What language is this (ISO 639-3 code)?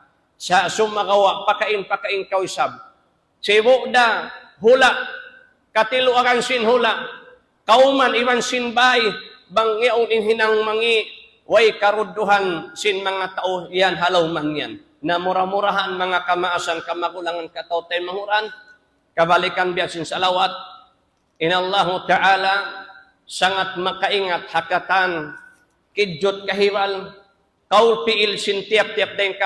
tsg